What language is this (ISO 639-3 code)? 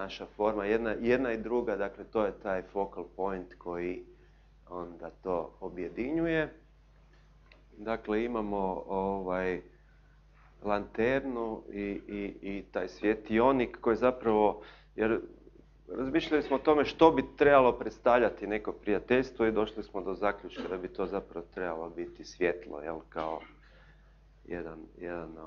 hrv